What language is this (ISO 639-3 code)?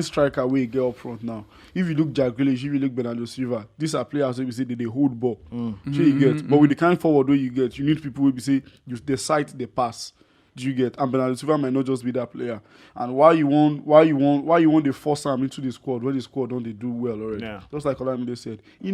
pcm